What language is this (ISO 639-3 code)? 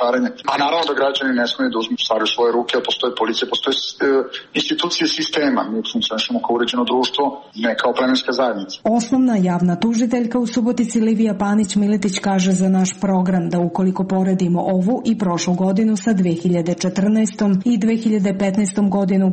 srp